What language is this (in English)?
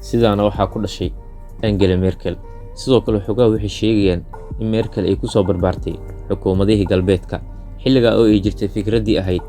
Somali